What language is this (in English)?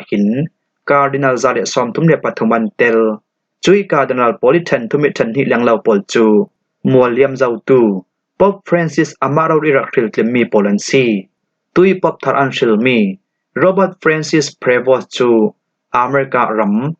Falam Chin